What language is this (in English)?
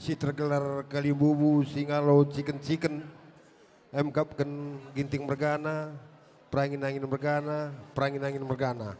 Batak Karo